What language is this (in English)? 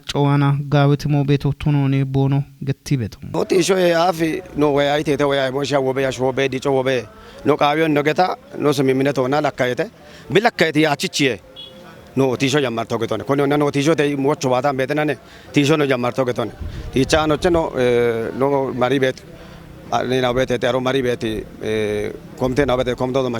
Kafa